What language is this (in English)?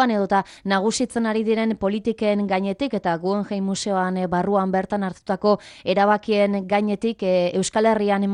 Basque